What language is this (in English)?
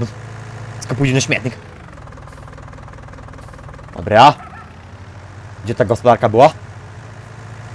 Polish